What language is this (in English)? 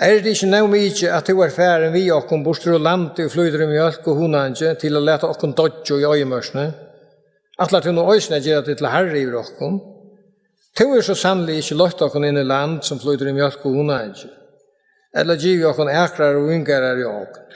Faroese